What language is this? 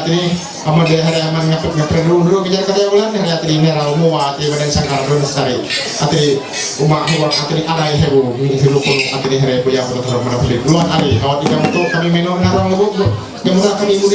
Ma'anyan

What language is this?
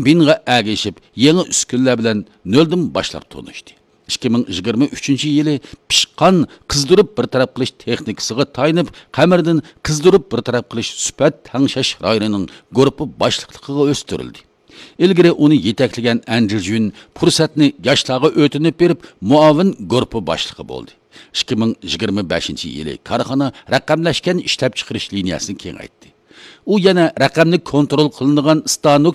Uyghur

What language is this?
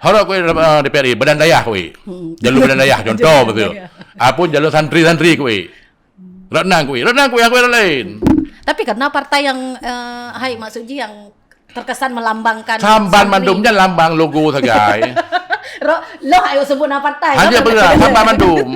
Achinese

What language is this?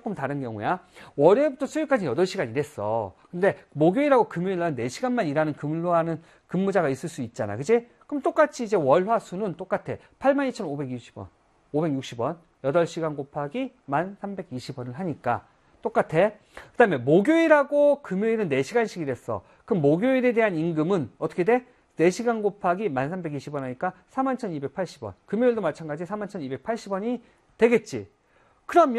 Korean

